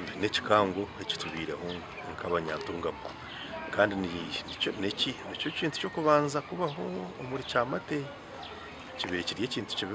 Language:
Nyankole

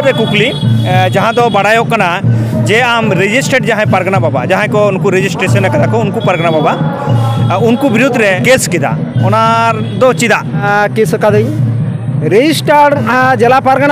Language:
Santali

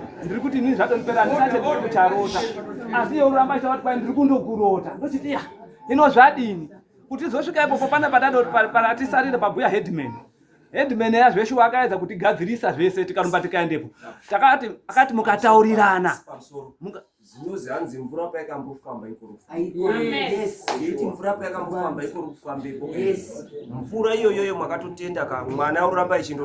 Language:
Shona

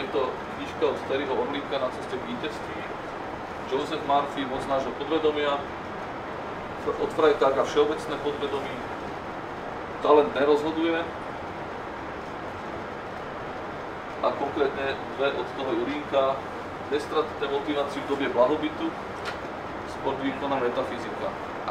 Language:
Slovak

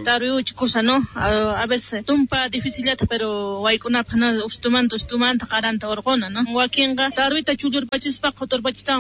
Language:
South Bolivian Quechua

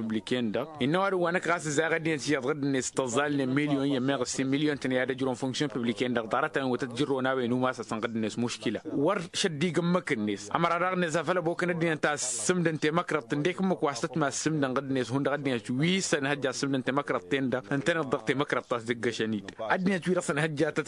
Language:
Tamasheq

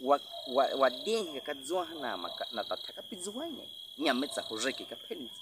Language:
Baniwa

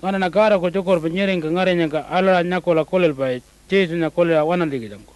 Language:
Pitjantjatjara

